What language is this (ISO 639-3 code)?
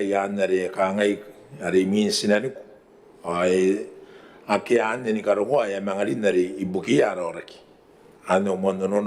gil